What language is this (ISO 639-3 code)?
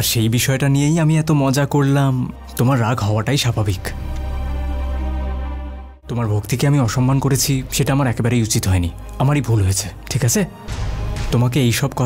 ben